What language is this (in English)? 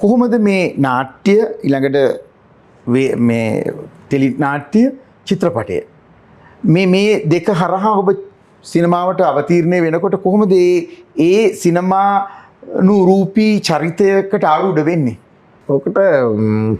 Sinhala